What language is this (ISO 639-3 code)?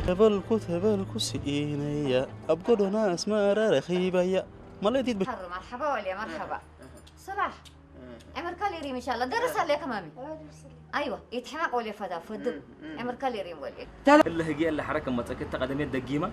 tir